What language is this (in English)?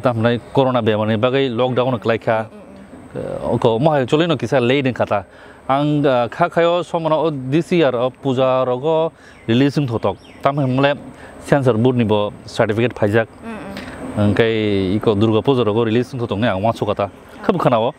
Kok Borok